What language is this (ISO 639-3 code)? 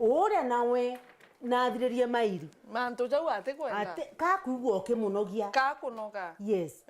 mer